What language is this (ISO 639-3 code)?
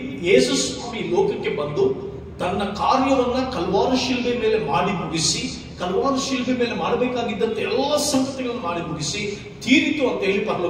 kan